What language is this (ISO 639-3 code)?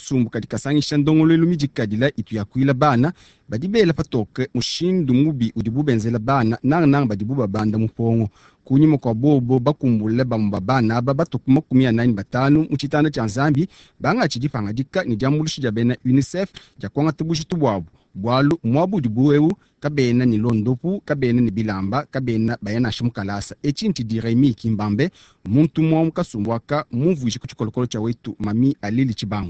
lua